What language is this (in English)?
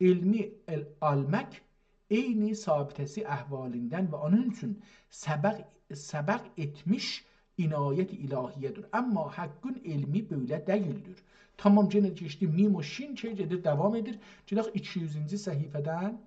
South Azerbaijani